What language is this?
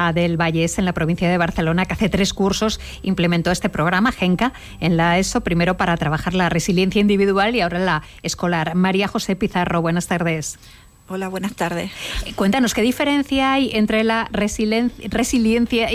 Spanish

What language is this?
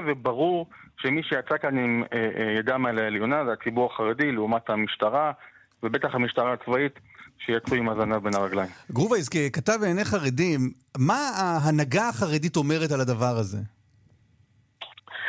Hebrew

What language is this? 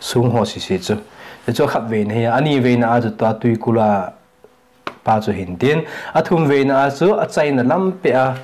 Thado Chin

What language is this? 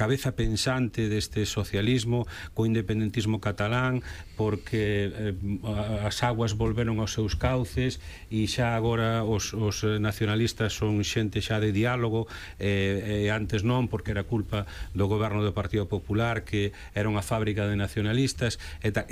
Galician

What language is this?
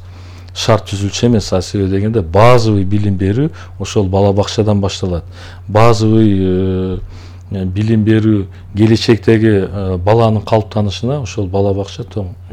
Kyrgyz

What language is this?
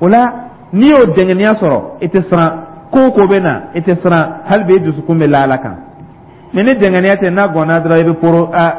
Dyula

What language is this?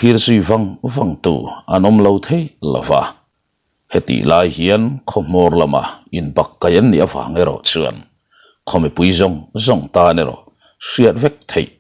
Mizo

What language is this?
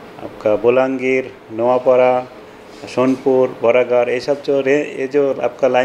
Odia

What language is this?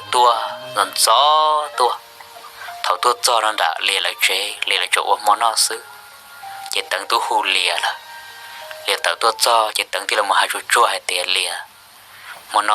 Hmong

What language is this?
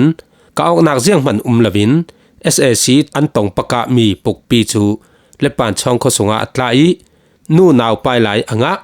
Falam Chin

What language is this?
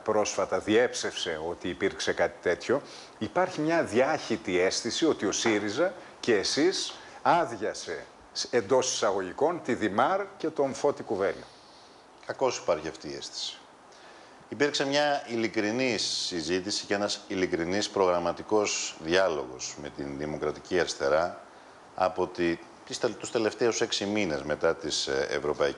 Greek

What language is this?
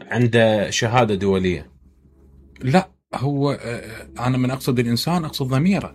Mesopotamian Arabic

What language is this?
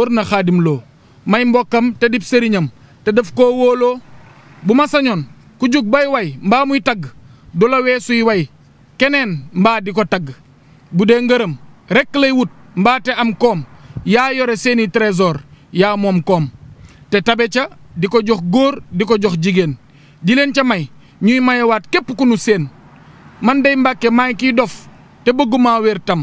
Wolof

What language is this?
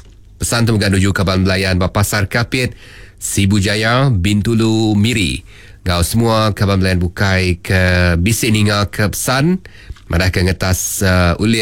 Iban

